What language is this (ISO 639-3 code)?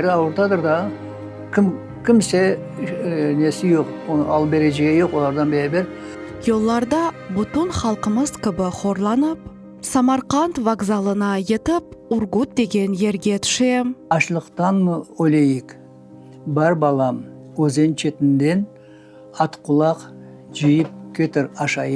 crh